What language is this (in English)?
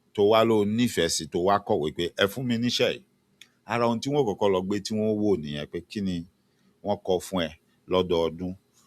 Yoruba